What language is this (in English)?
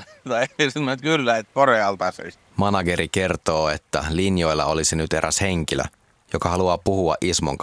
Finnish